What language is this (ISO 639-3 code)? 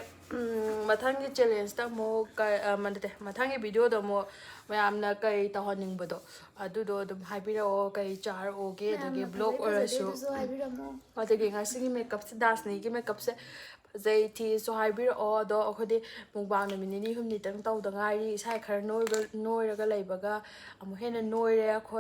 mni